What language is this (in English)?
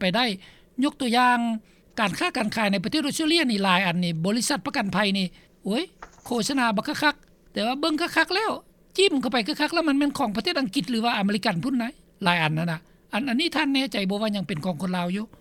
Lao